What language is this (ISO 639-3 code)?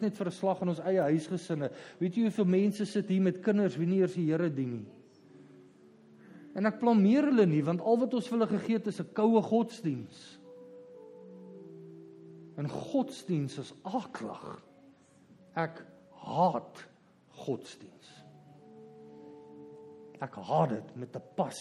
afr